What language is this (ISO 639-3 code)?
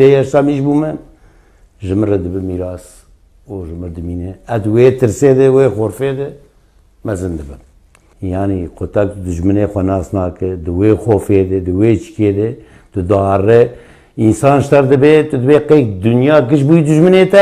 kur